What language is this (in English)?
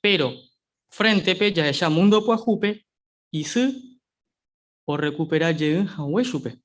Guarani